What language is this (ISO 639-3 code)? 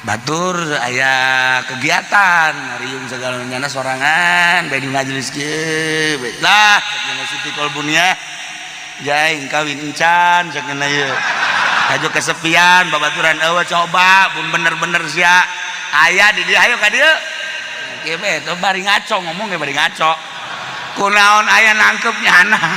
sun